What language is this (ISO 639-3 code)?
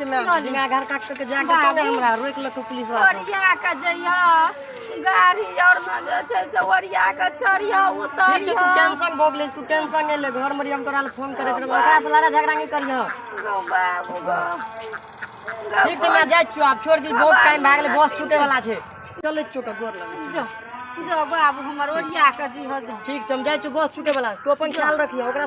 mai